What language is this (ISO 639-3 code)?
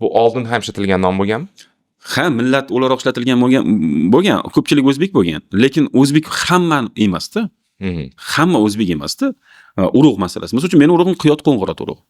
uzb